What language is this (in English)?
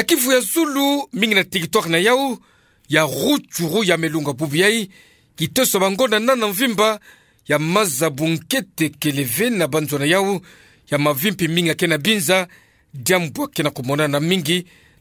Kituba (Democratic Republic of Congo)